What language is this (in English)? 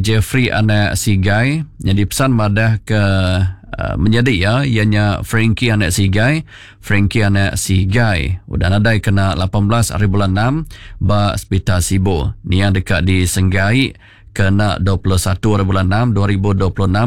Iban